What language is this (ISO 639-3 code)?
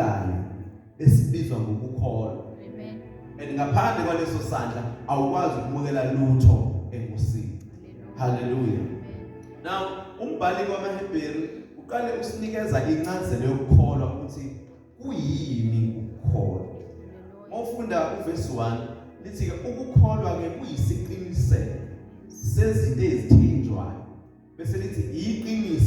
zul